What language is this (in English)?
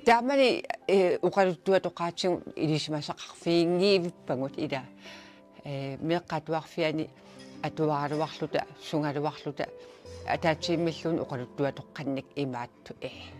Kalaallisut